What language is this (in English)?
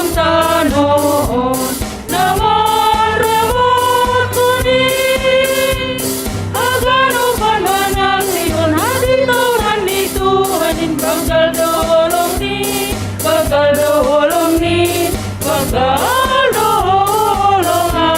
Batak Simalungun